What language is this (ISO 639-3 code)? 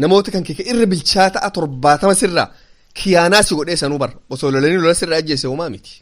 orm